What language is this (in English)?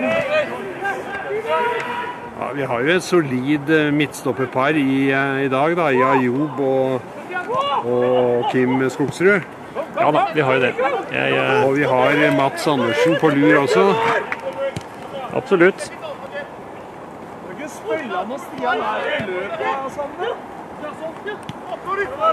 Norwegian